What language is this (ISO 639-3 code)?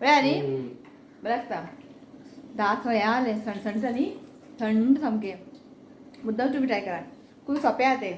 kok